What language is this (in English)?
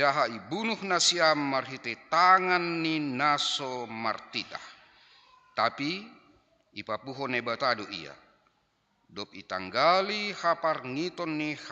Batak Simalungun